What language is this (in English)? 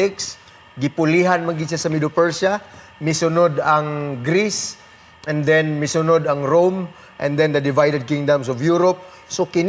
Cebuano